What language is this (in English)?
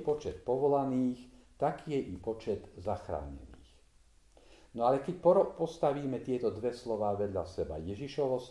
Slovak